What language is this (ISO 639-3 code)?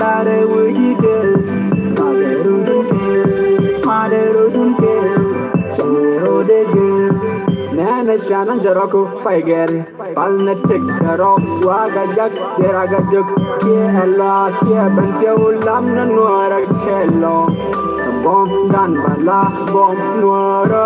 nus